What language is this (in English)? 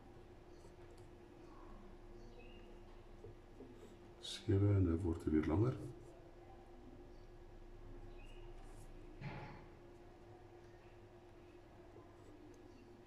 Afrikaans